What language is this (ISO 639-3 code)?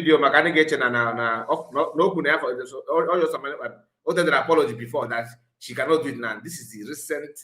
ibo